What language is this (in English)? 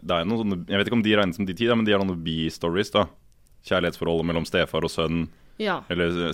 Norwegian